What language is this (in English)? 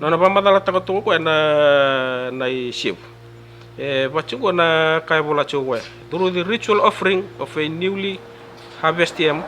Fijian